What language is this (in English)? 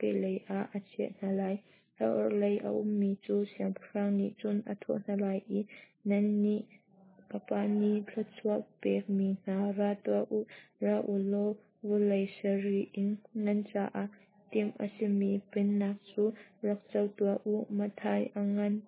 Hakha Chin